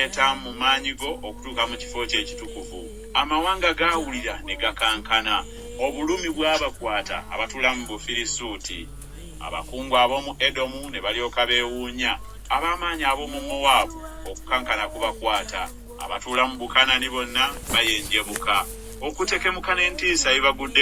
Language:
Ganda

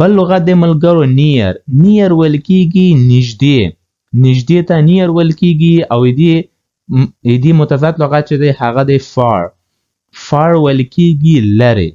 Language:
Pashto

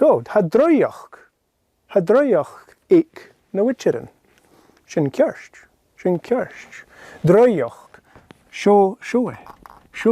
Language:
Scottish Gaelic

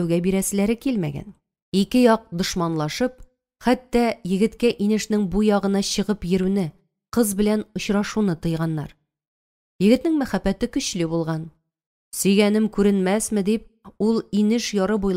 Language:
Tatar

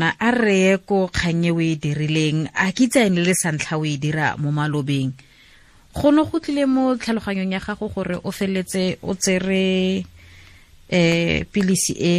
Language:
Tswana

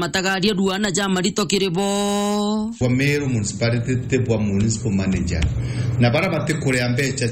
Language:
Meru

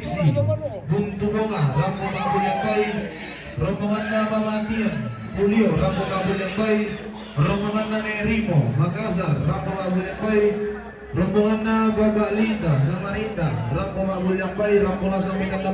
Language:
Toraja-Sa'dan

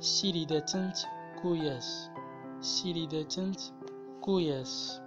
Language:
Central Atlas Tamazight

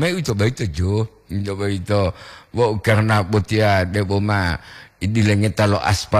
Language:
Gorontalo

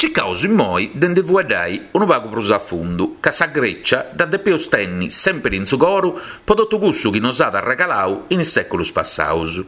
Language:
Sardinian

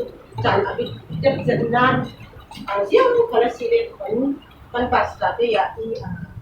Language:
Falam Chin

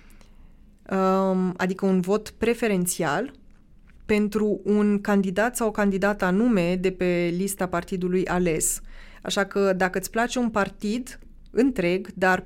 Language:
Romanian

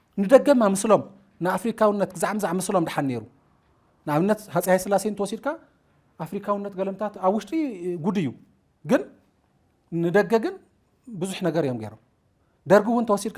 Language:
Tigrinya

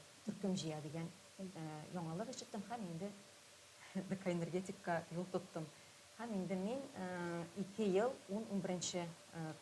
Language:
Tatar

